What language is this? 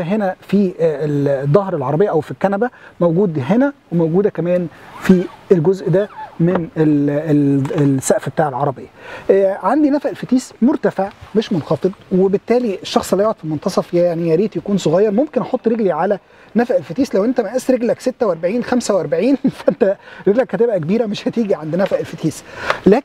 Egyptian Arabic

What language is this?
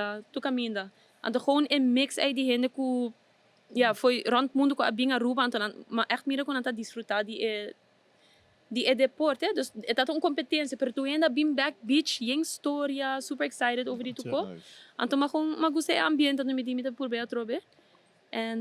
Papiamento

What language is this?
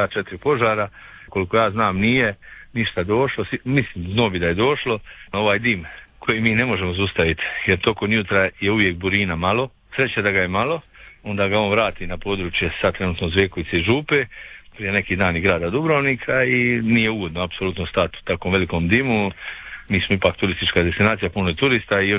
Croatian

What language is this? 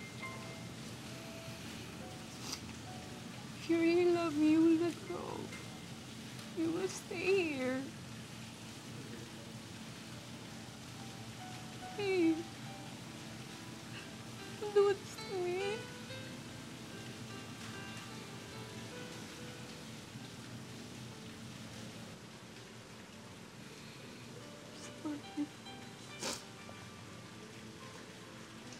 Filipino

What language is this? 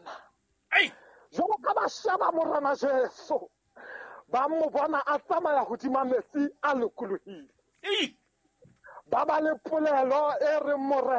Southern Sotho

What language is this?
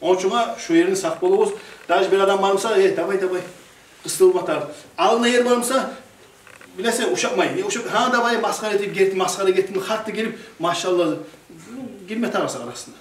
Kumyk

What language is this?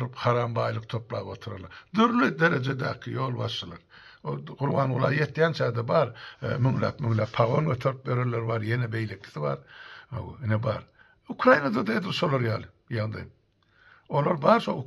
Turkmen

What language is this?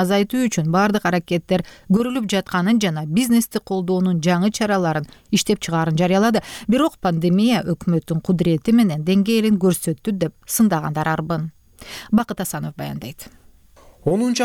Kyrgyz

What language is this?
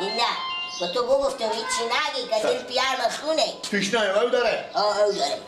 Persian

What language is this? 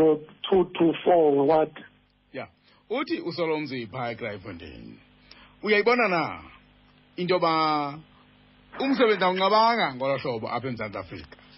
Xhosa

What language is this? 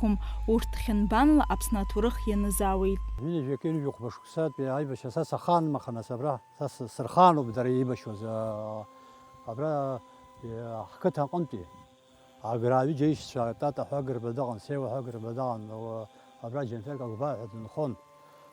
Abkhazian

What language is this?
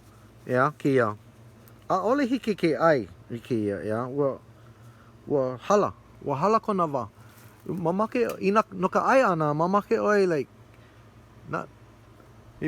Hawaiian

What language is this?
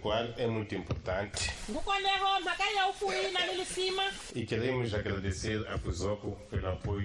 Tsonga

